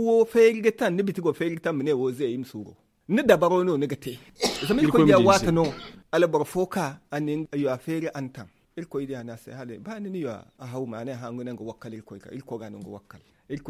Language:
Zarma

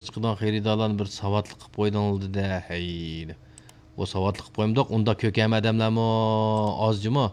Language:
Uyghur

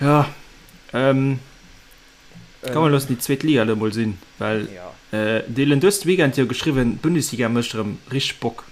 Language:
Luxembourgish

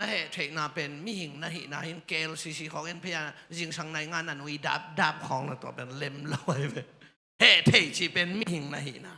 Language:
Tedim Chin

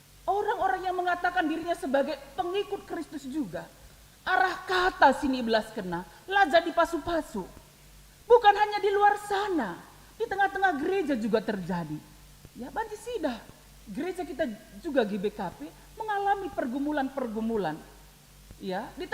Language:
Batak Karo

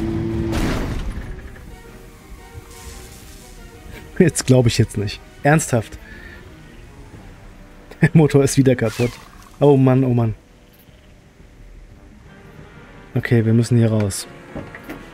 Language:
German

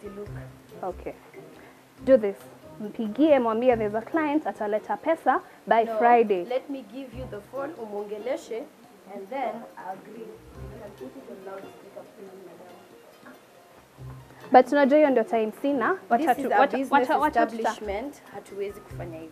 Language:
Swahili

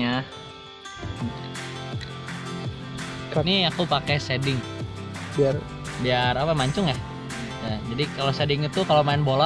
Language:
Indonesian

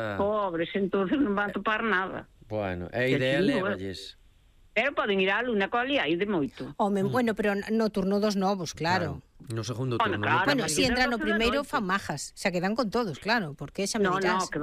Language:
Galician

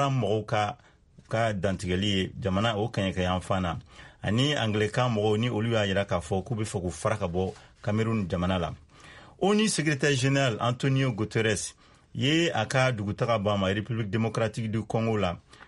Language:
Bambara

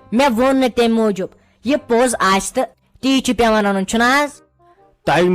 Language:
Kashmiri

